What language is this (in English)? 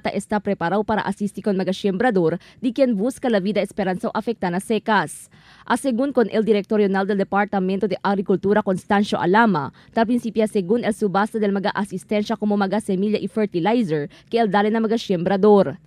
Chavacano